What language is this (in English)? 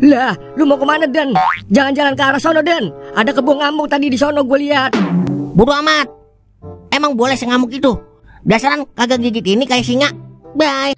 Betawi